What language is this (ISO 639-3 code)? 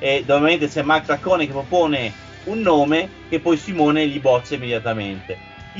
ita